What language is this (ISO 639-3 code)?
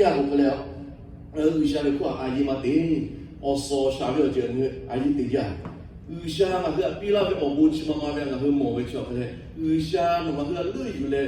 lhu